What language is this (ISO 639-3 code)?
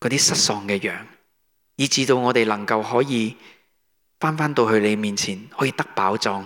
yue